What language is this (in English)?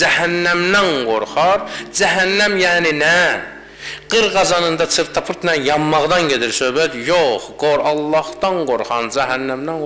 Azerbaijani